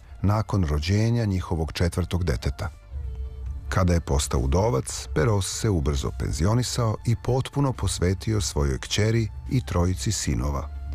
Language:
Serbian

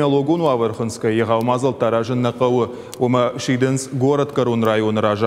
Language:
Ossetic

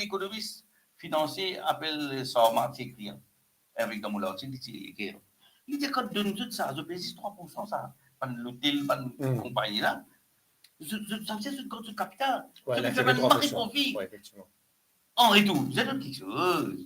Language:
Morisyen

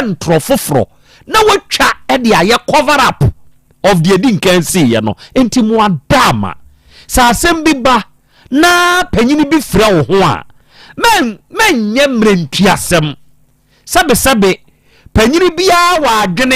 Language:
Akan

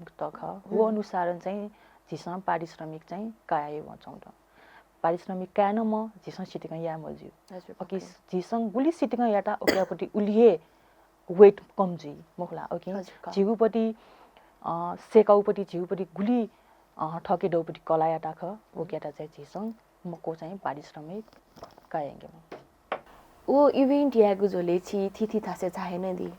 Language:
Newari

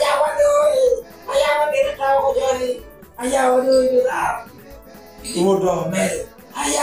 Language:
Lango (Uganda)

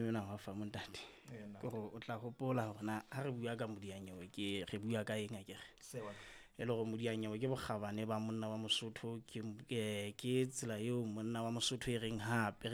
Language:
Southern Sotho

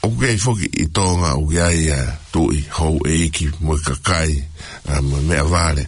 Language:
Tongan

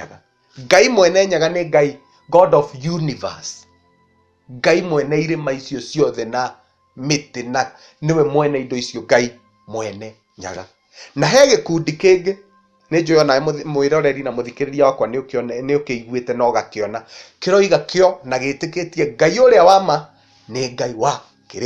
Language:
Kikuyu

